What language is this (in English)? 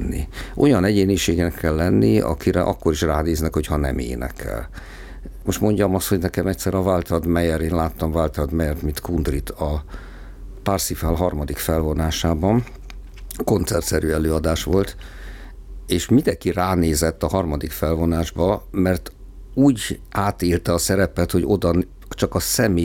Hungarian